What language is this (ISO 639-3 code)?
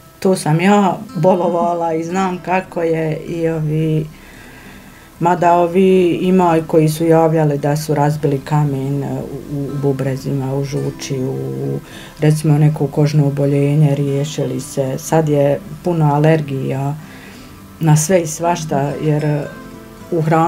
bos